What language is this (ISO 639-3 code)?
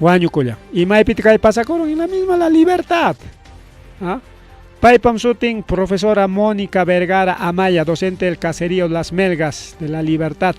quy